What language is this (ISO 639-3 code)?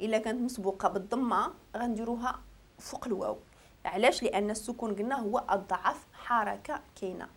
ary